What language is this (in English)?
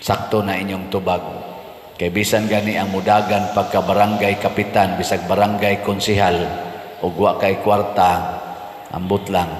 Cebuano